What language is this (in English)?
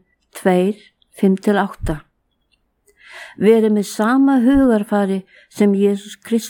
Icelandic